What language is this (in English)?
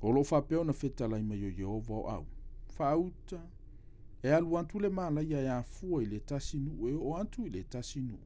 Samoan